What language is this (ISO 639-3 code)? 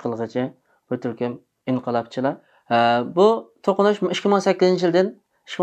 uig